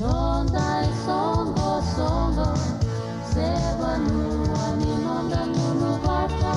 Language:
Fijian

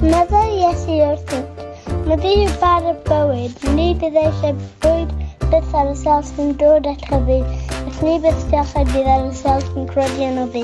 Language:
Welsh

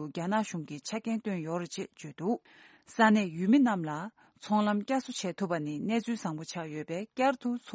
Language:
Tibetan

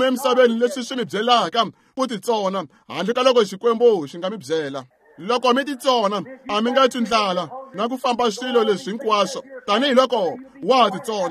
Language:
Tsonga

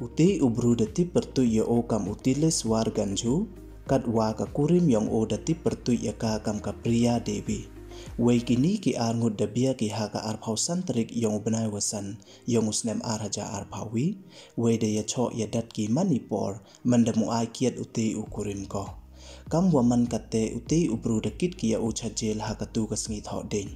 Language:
Pnar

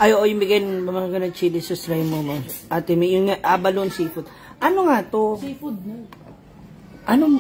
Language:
Filipino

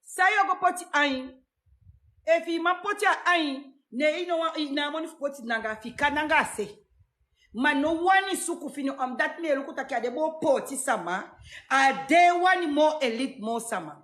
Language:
Sranan Tongo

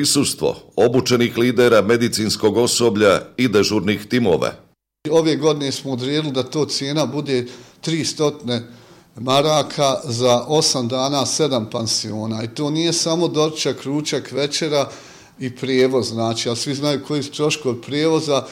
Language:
Bosnian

